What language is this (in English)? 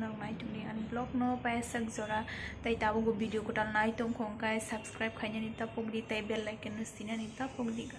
Kok Borok